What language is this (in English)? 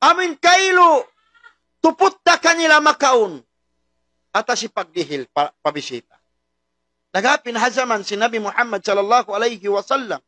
Tausug